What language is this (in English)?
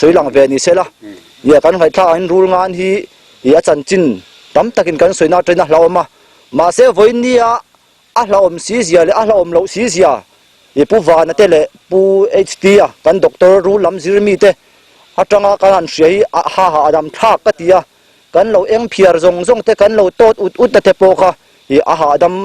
Mizo